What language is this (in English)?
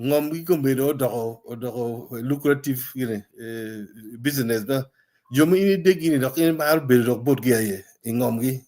Acoli